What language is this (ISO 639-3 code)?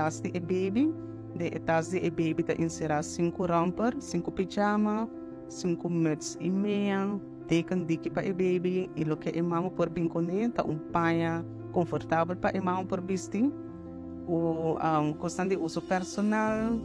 pap